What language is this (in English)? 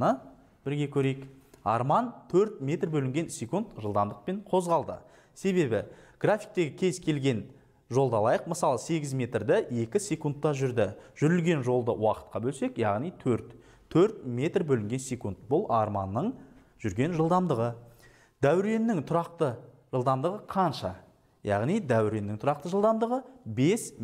Kazakh